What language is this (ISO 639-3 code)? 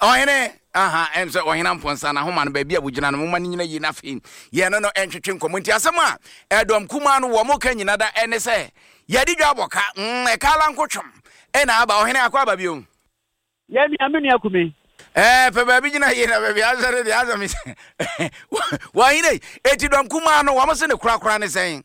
aka